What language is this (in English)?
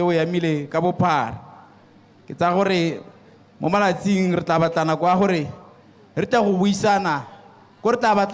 Tswana